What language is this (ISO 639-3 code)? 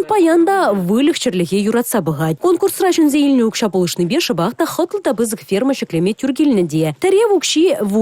chv